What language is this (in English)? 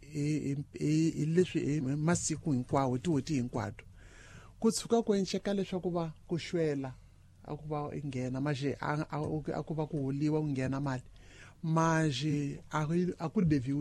Tsonga